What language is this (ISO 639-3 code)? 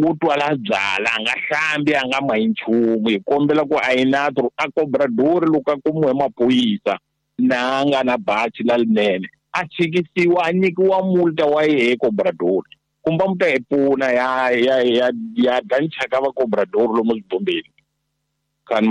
tso